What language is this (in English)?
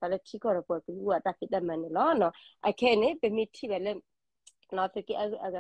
S'gaw Karen